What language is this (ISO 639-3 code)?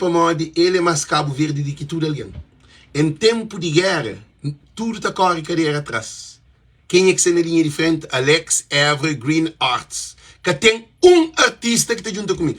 kea